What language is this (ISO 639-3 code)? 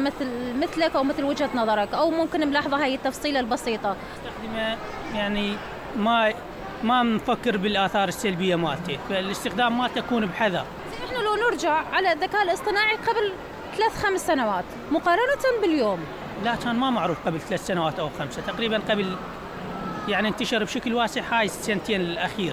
acm